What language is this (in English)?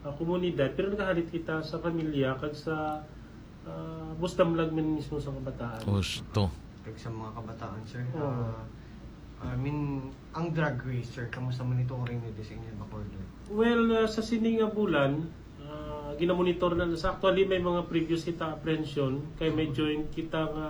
Hiligaynon